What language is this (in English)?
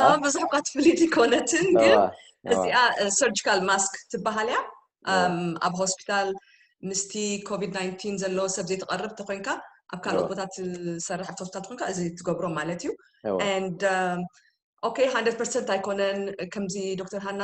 Tigrinya